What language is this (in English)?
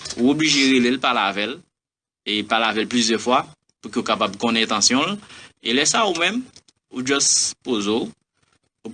Haitian Creole